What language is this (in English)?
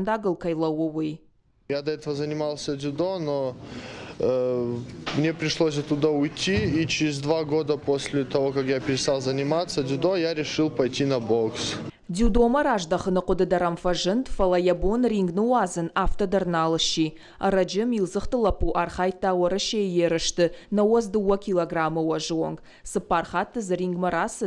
Ossetic